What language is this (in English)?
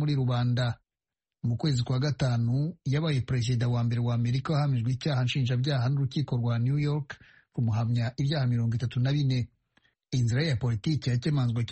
Kinyarwanda